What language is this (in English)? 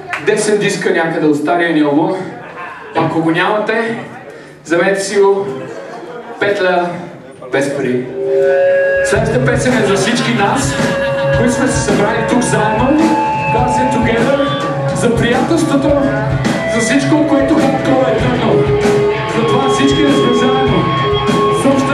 Bulgarian